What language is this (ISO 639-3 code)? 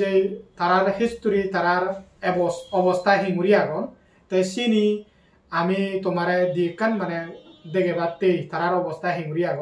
ccp